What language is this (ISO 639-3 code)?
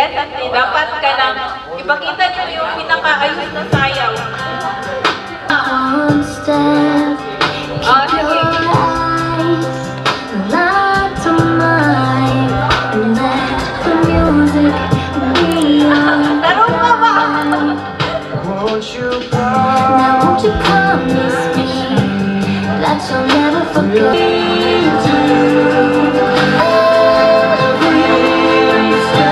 fil